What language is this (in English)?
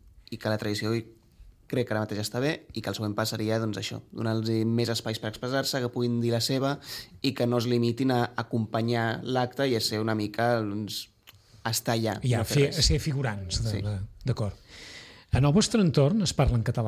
Catalan